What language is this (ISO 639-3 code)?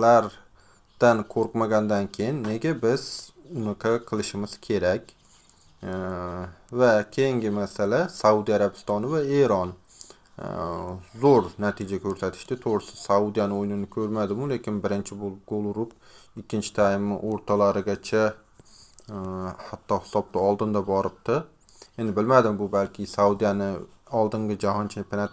uzb